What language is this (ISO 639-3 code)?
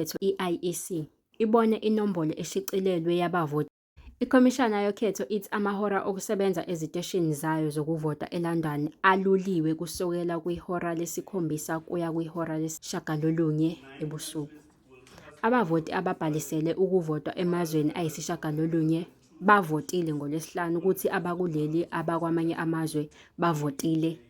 zul